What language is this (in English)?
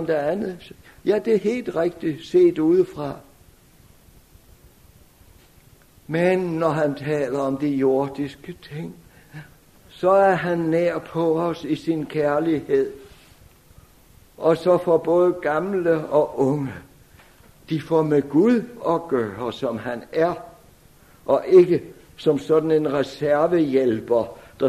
Danish